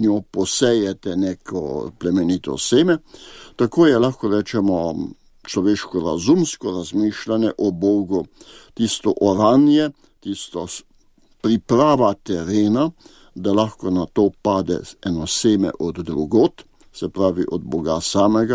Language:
Slovenian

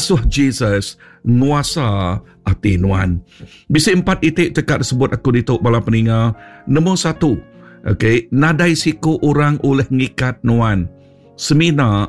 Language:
Iban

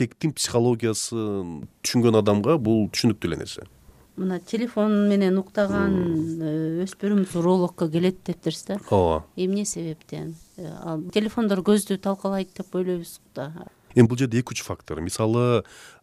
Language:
Kyrgyz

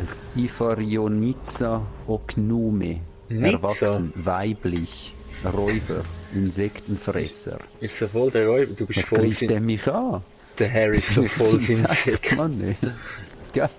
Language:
Swiss German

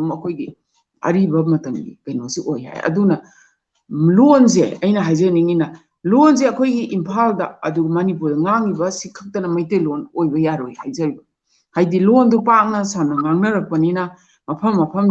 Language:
Manipuri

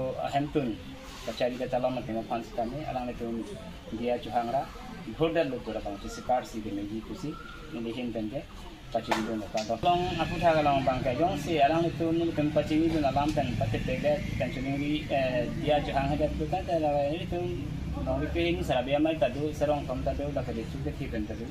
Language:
Karbi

